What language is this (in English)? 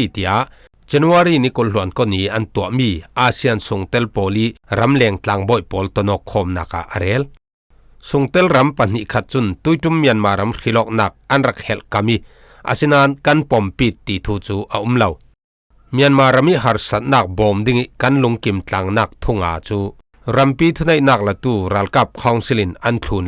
Falam Chin